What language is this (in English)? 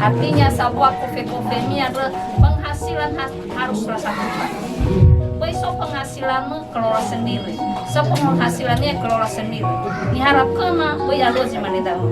Nias